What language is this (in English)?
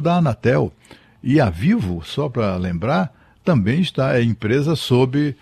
Portuguese